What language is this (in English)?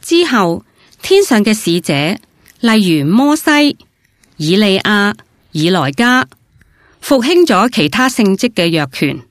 Cantonese